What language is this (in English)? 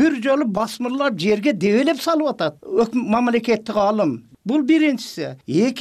Kyrgyz